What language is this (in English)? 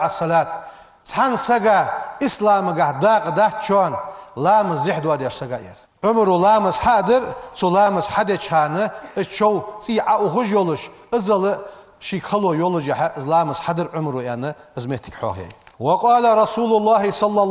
Ingush